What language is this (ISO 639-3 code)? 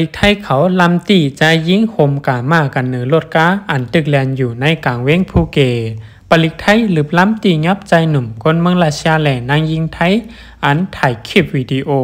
shn